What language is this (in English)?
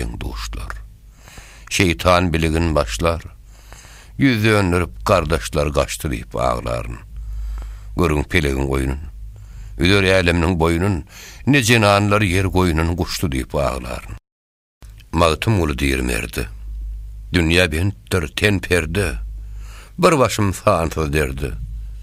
Turkmen